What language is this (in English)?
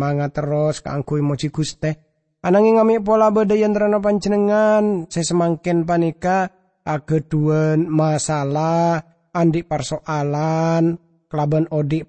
Madurese